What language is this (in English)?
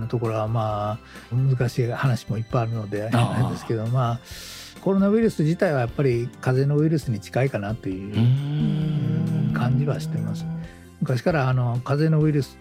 Japanese